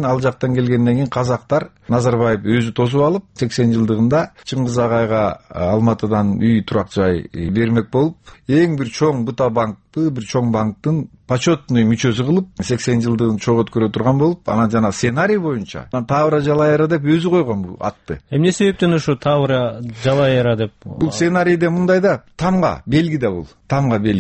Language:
Kyrgyz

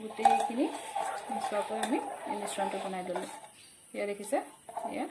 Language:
Assamese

